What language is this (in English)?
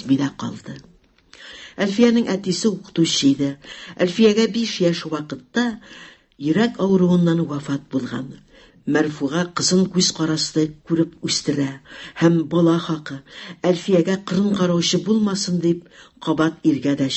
Tatar